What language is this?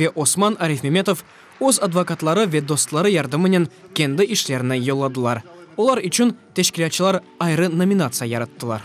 Crimean Tatar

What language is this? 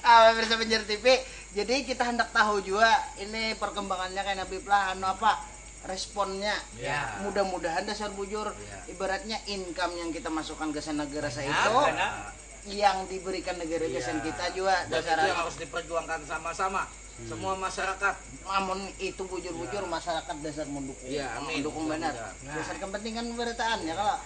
Banjar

